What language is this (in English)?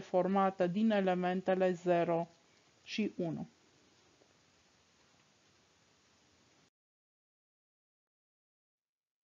Romanian